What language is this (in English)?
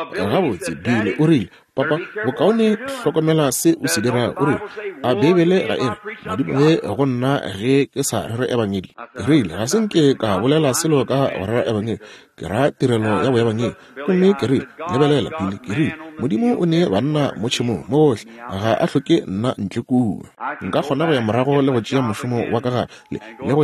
Northern Sotho